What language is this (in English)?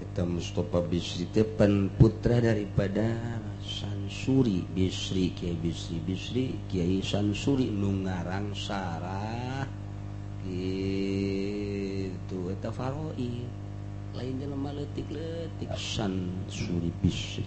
Sundanese